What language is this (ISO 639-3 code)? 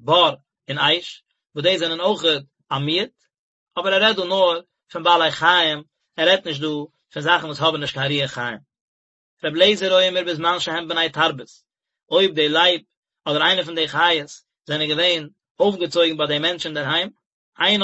yid